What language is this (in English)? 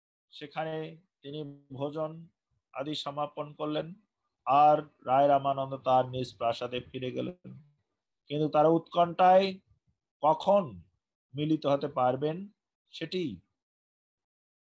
Bangla